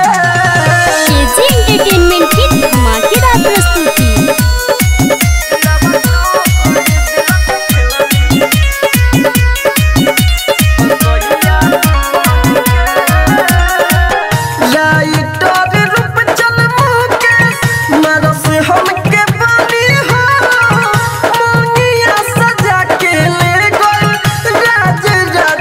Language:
Bhojpuri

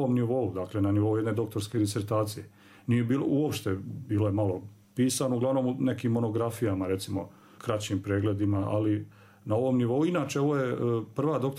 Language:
Serbian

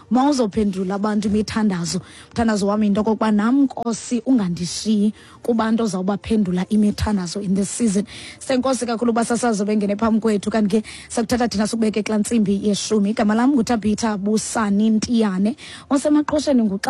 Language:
Xhosa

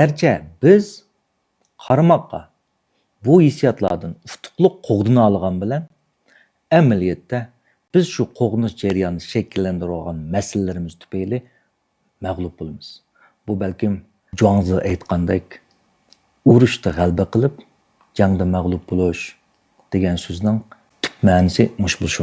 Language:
Uyghur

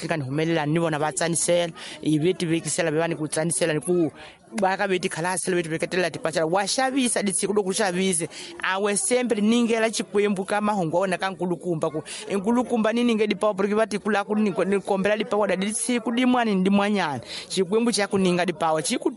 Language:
Tsonga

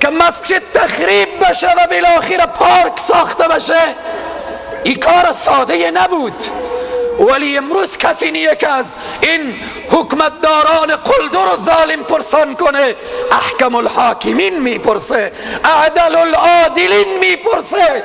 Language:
Persian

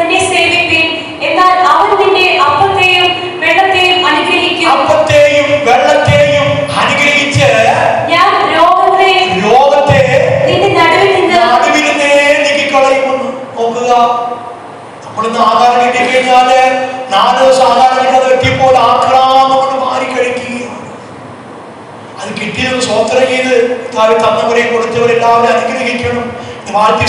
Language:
Malayalam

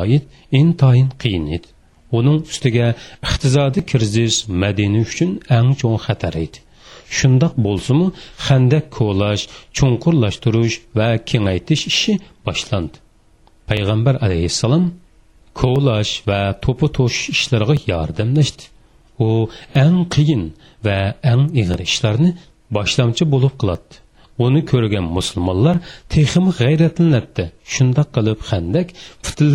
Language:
Uyghur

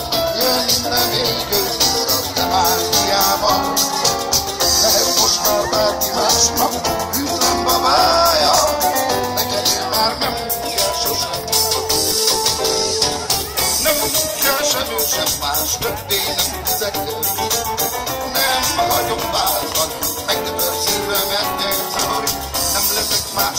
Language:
Hungarian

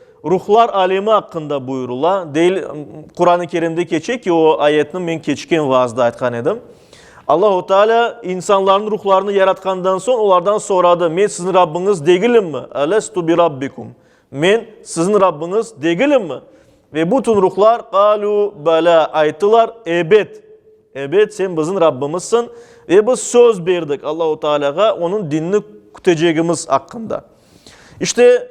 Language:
Crimean Tatar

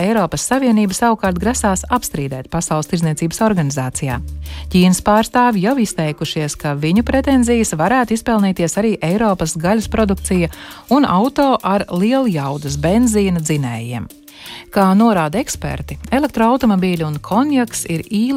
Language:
Latvian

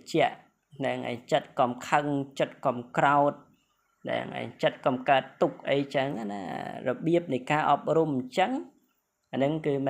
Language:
Khmer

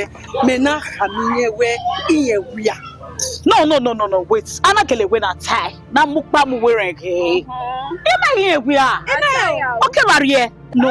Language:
Bini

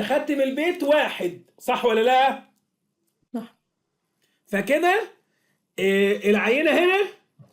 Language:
Egyptian Arabic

